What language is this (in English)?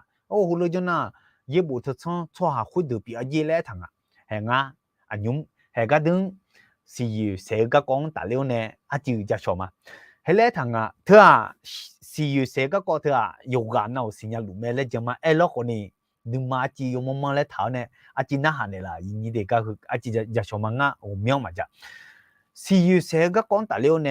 Akha